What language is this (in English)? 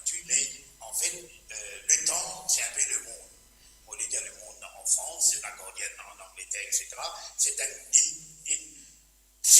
Morisyen